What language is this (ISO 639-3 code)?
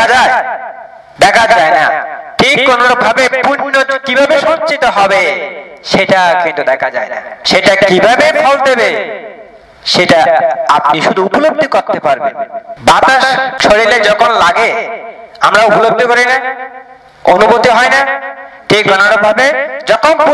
ben